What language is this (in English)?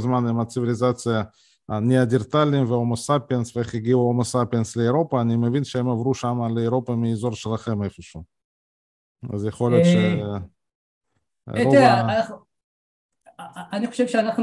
Hebrew